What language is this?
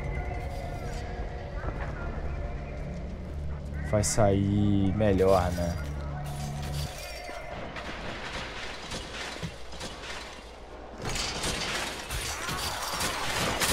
Portuguese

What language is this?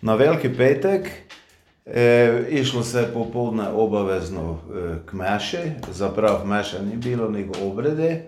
Serbian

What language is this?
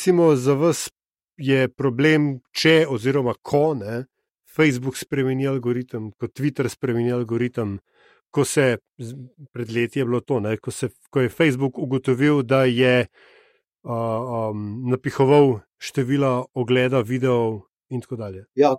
Slovenian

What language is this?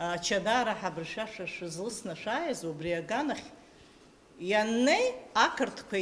Abkhazian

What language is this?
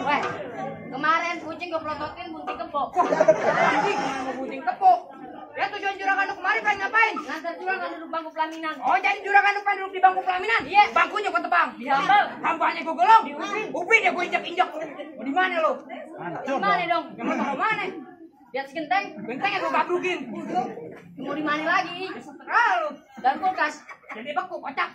Betawi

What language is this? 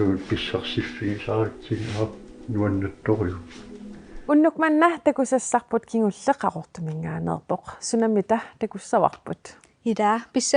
Kalaallisut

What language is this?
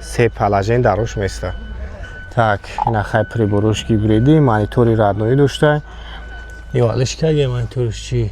Tajik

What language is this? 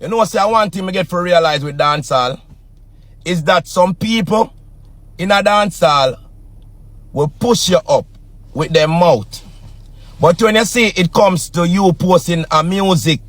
Jamaican Creole English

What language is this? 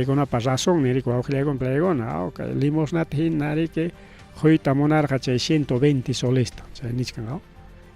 Ayacucho Quechua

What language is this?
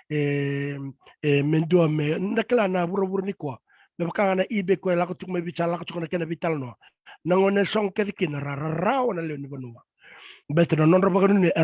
Fijian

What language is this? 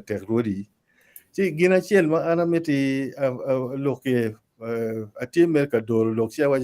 Acoli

